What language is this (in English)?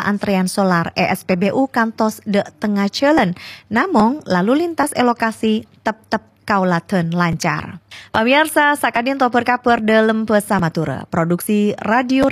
Madurese